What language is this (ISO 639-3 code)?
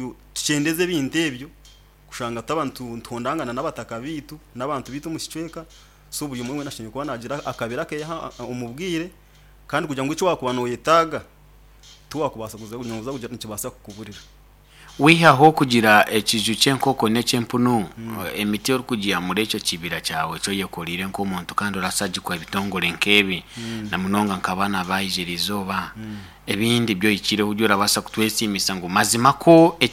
nyn